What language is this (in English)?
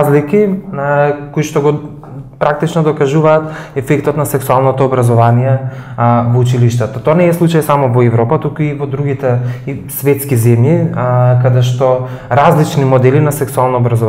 Macedonian